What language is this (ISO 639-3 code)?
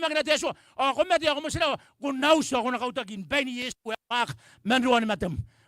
gil